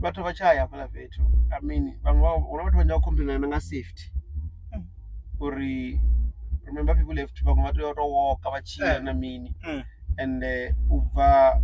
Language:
Venda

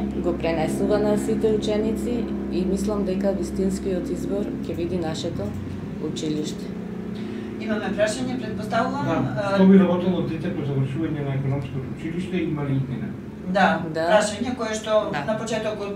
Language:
Macedonian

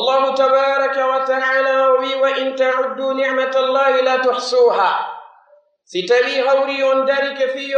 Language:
Pular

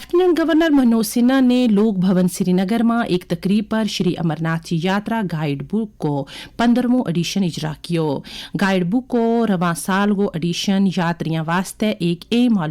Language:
Gujari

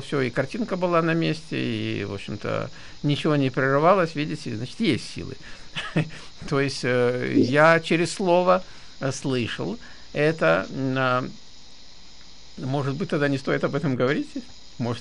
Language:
Russian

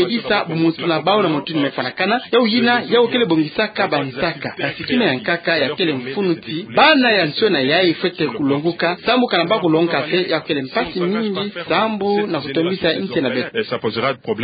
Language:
Kituba (Democratic Republic of Congo)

